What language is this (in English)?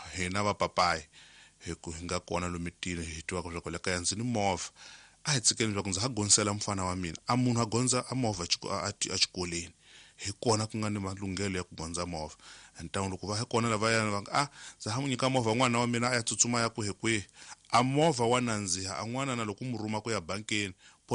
Tsonga